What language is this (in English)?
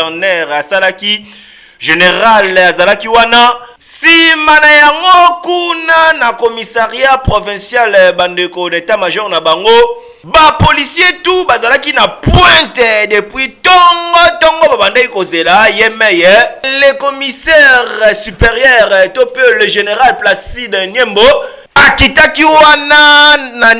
Lingala